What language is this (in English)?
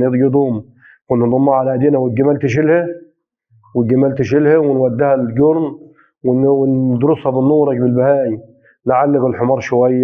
Egyptian Arabic